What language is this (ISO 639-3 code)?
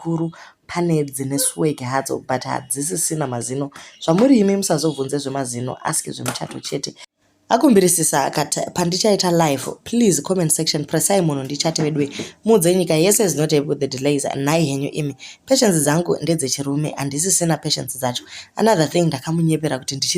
sna